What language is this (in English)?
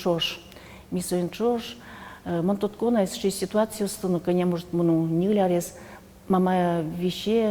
Udmurt